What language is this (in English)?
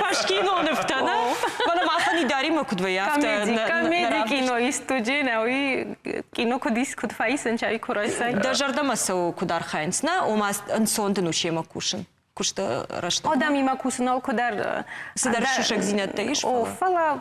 Ossetic